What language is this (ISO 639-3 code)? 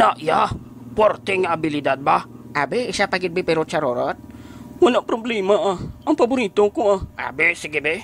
hil